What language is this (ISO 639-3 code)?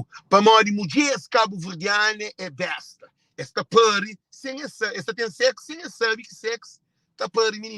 kea